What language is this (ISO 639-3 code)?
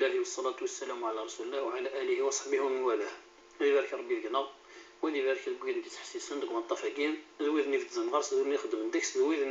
kab